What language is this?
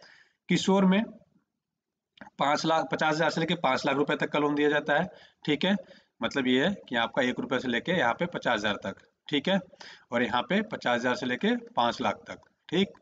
Hindi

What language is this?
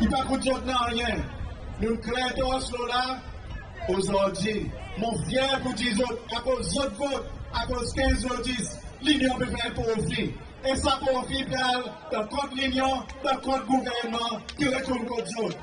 Seselwa Creole French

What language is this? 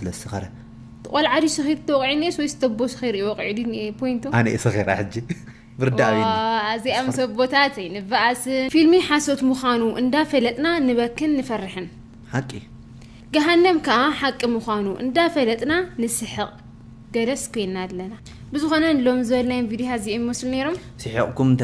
Tigrinya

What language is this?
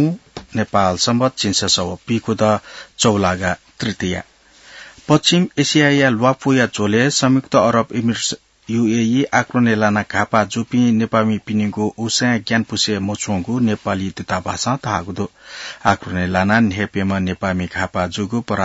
Newari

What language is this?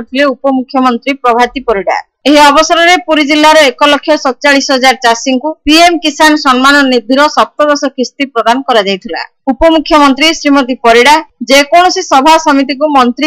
Odia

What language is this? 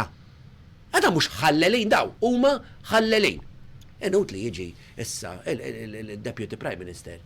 Maltese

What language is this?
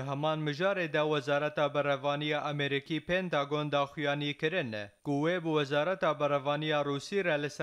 Kurdish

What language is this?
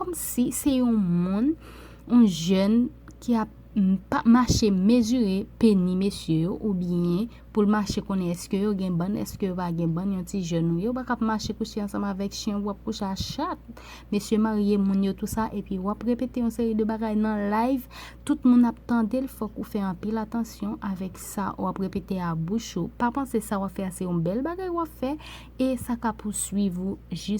Haitian Creole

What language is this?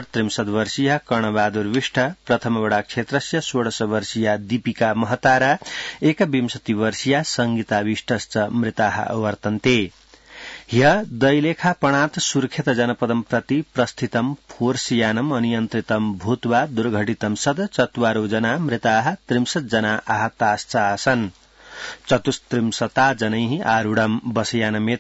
Sanskrit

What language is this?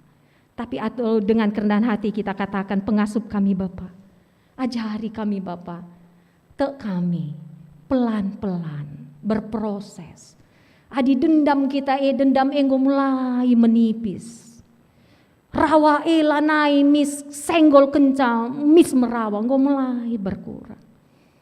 Batak Karo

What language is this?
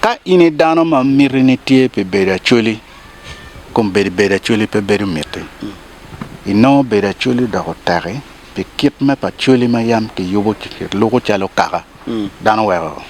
Acoli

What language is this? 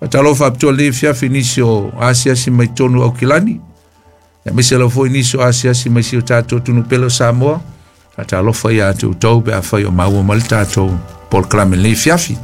Samoan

